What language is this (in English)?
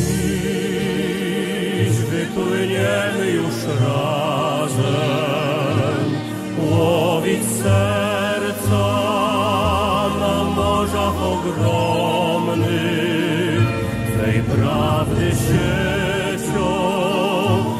Polish